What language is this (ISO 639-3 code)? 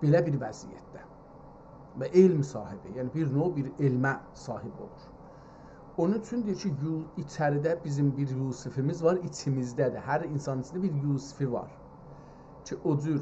azb